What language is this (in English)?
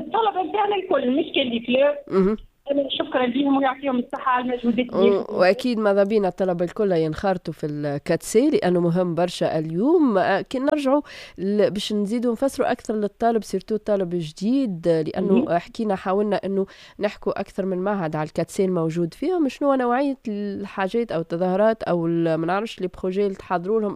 Tunisian Arabic